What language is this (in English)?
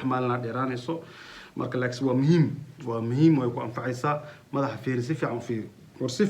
Somali